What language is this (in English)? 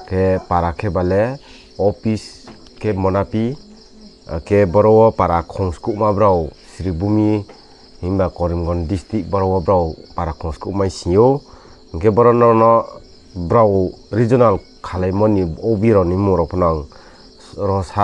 Riang (India)